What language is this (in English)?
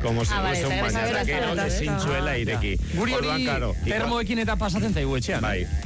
Basque